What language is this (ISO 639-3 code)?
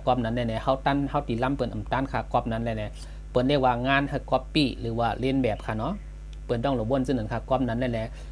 shn